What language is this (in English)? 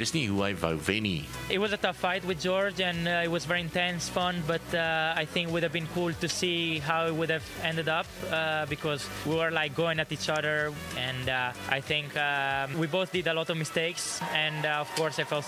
Afrikaans